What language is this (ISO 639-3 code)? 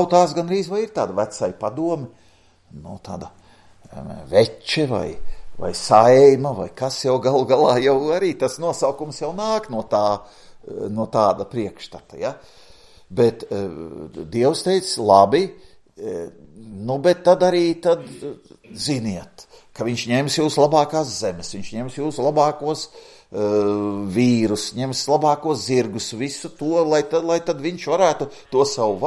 lav